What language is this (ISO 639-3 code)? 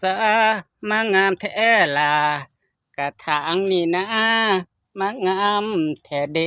tts